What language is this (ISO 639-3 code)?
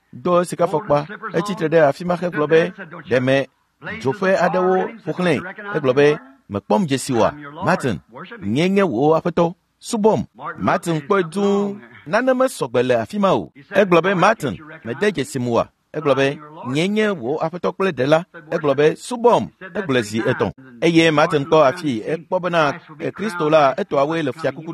ewe